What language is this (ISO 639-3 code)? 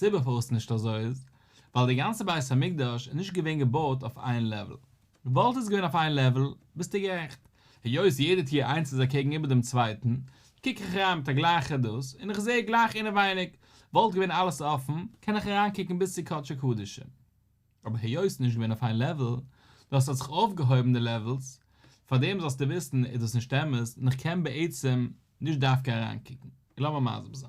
yid